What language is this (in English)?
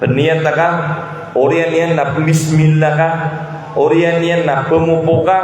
Maranao